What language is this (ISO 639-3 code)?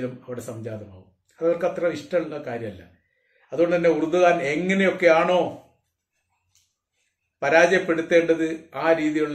mal